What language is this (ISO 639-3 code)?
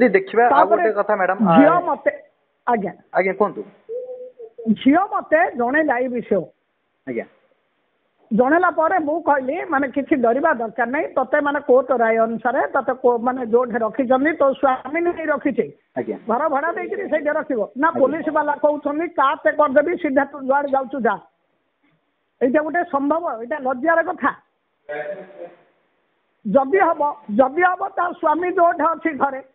ori